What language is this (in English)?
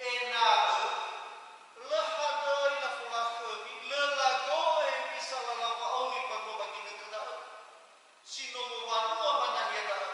Nias